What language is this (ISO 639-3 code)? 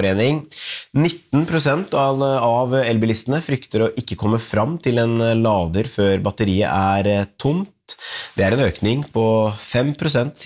nor